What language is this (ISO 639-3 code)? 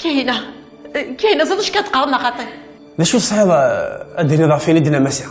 kab